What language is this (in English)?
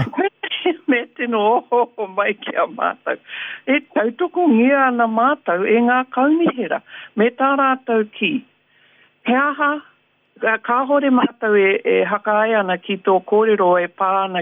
Māori